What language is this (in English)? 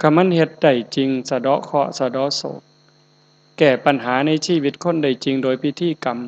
Northeastern Thai